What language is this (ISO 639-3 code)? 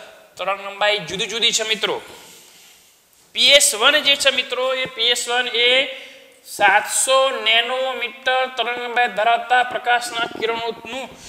guj